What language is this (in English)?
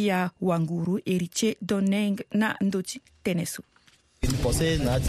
Sango